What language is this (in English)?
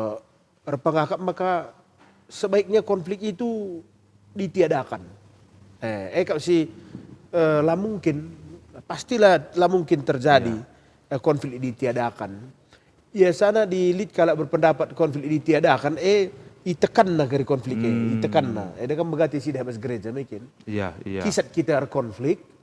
Batak Karo